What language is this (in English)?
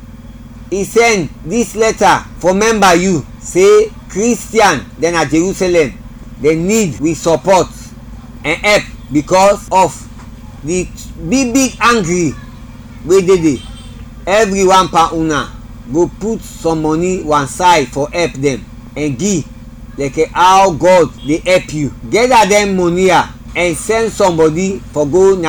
Krio